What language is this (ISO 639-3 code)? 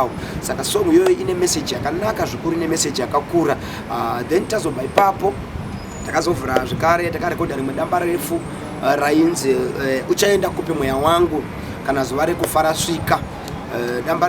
sna